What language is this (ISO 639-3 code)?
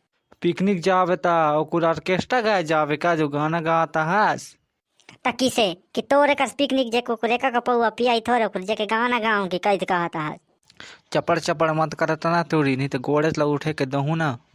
hne